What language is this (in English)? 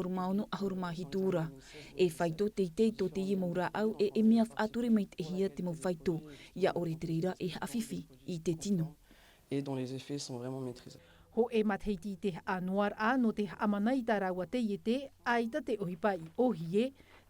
Tahitian